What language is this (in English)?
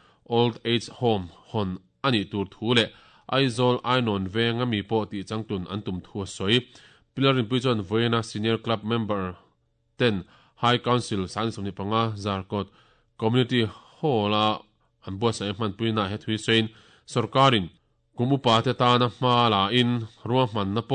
Mizo